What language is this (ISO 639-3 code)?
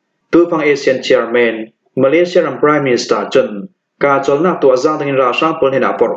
cfm